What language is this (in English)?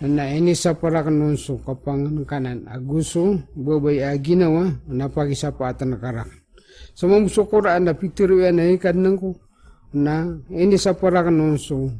Maranao